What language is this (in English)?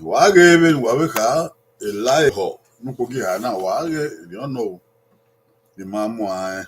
Bini